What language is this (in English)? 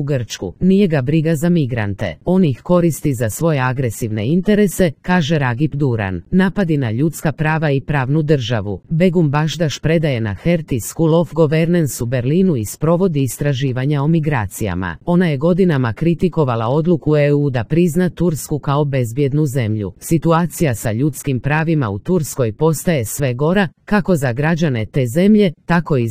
Croatian